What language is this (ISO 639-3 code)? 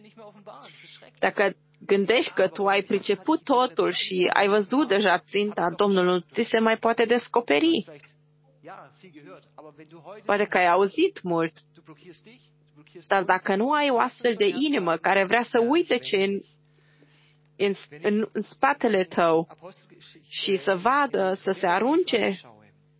ron